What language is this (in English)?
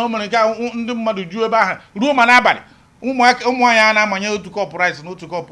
Igbo